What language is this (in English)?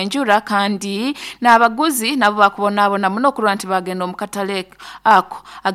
Nyoro